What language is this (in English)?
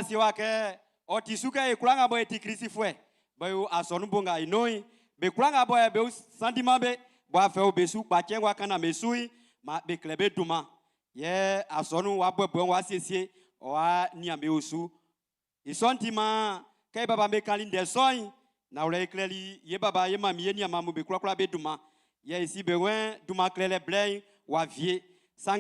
Baoulé